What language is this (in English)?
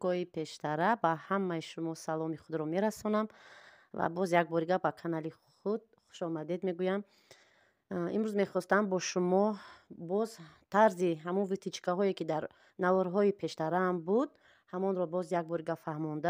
Tajik